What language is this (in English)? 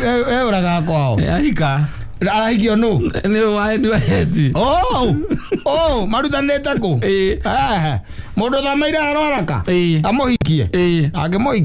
Kikuyu